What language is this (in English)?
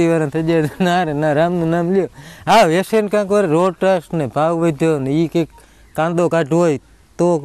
Gujarati